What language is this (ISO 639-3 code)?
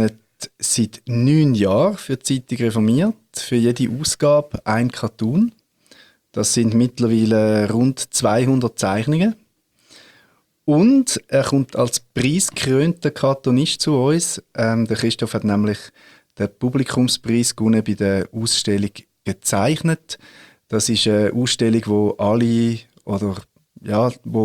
deu